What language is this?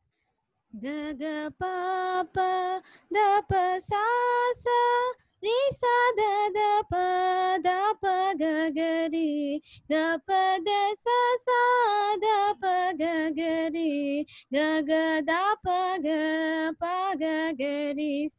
Telugu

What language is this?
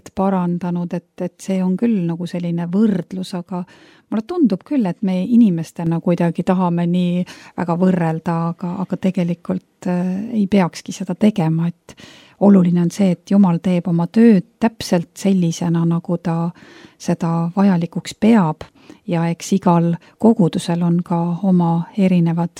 Estonian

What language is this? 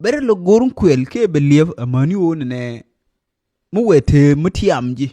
Nuer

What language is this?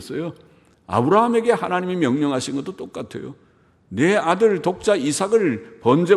Korean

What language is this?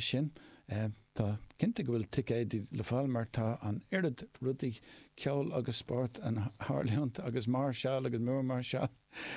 Irish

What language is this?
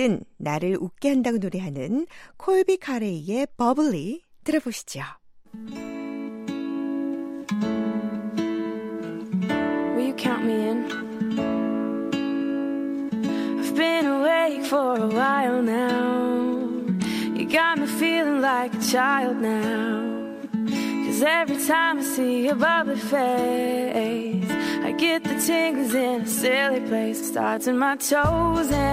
Korean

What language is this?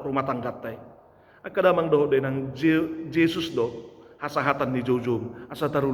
Batak Toba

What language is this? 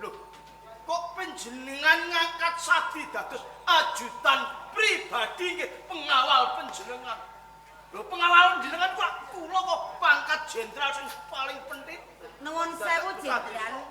Javanese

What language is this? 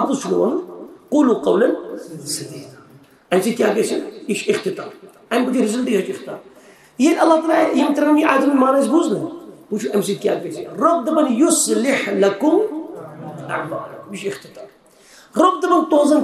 Kashmiri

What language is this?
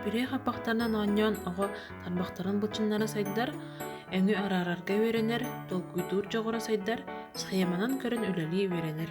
Yakut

